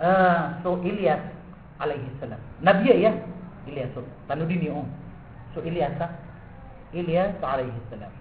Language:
Maranao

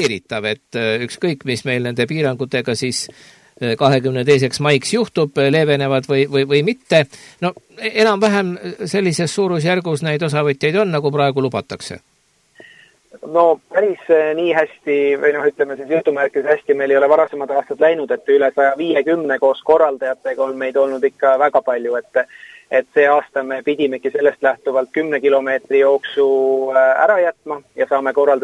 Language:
Estonian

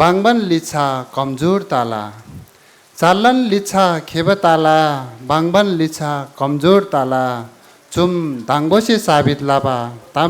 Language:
Newari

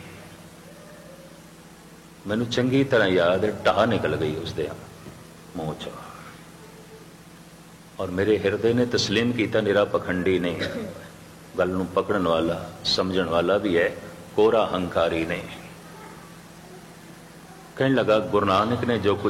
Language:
Punjabi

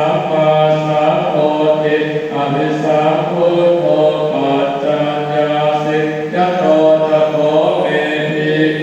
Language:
Pali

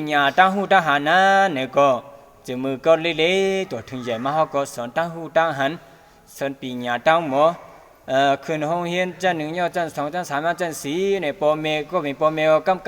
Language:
Shan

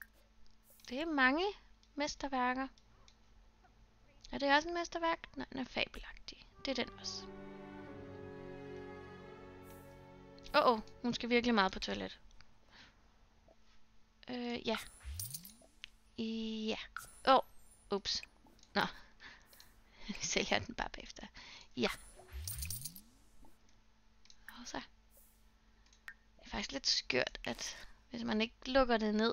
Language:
Danish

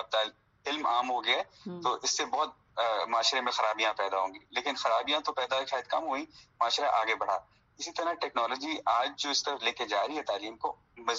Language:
Urdu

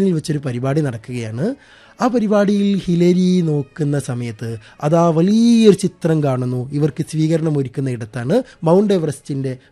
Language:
Malayalam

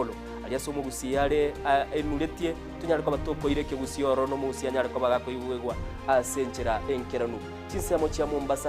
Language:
Gusii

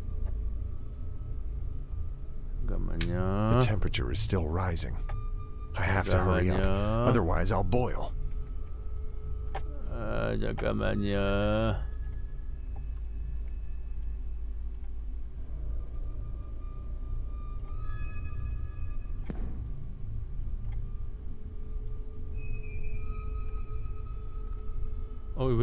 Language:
Korean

